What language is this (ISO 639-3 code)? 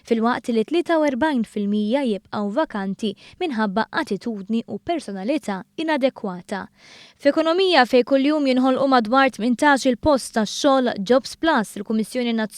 mlt